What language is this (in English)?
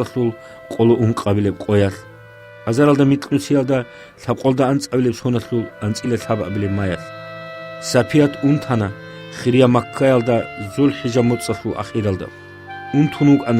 Avaric